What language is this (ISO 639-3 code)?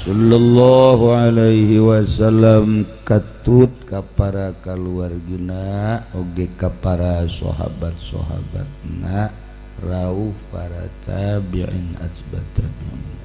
sun